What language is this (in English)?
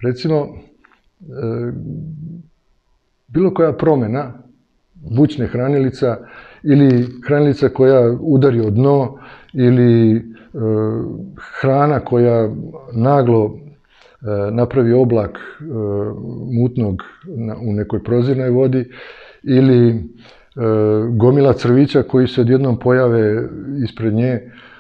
Serbian